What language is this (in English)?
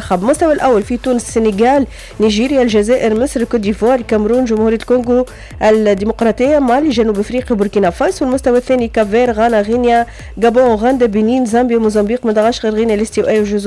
Tunisian Arabic